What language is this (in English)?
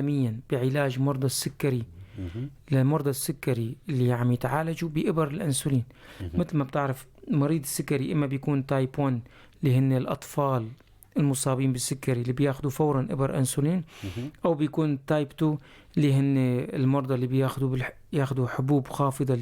North Levantine Arabic